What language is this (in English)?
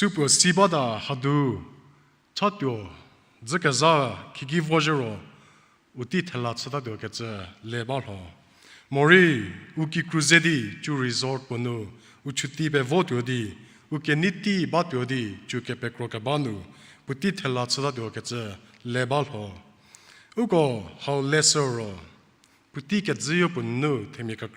Angami Naga